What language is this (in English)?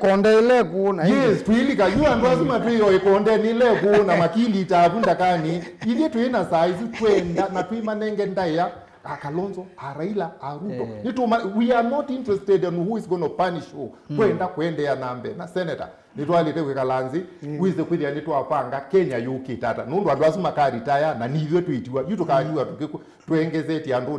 Kamba